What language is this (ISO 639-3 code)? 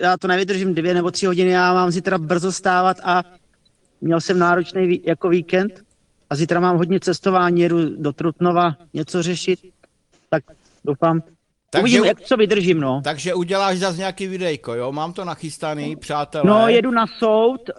ces